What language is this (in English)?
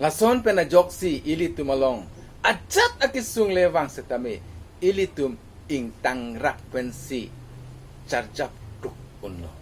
Karbi